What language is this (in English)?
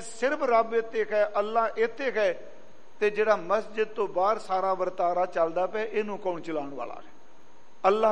Punjabi